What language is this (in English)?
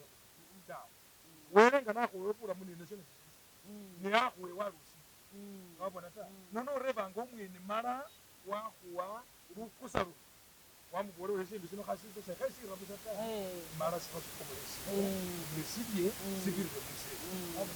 Masaaba